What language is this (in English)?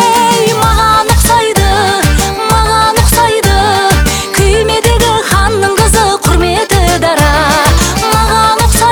Kazakh